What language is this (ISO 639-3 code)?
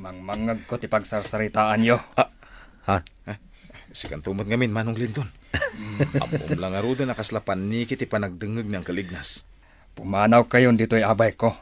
ilo